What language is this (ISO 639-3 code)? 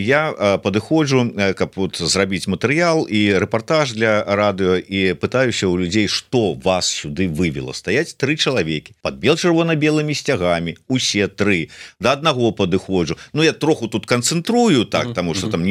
bel